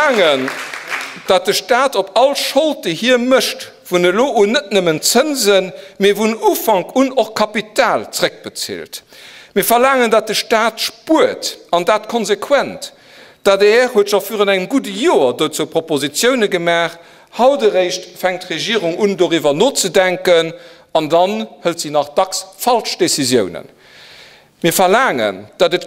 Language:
Luxembourgish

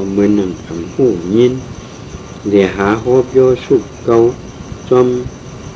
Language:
Shan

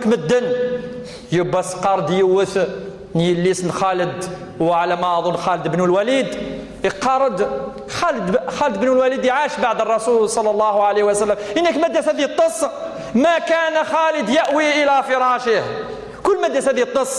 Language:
Kabyle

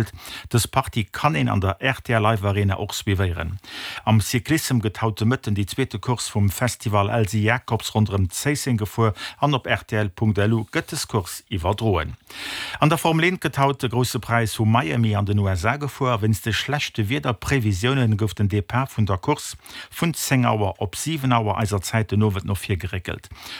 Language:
Luxembourgish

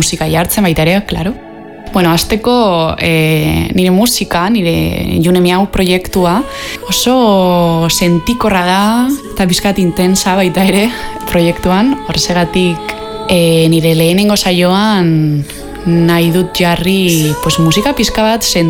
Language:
Basque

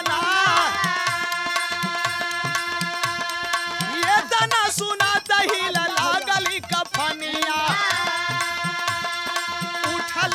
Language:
Bhojpuri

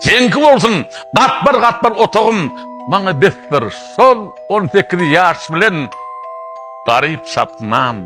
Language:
Turkmen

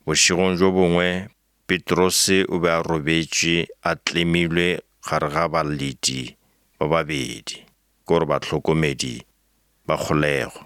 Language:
Northern Sotho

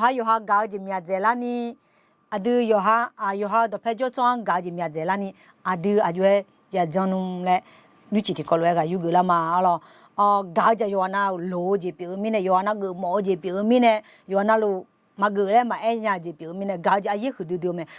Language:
Akha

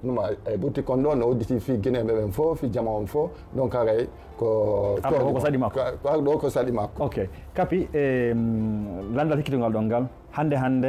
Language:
Fula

